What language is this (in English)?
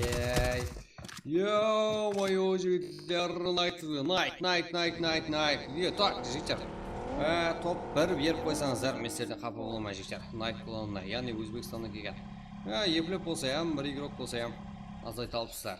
Kara-Kalpak